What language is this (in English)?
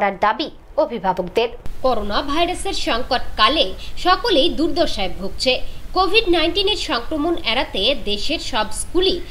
Bangla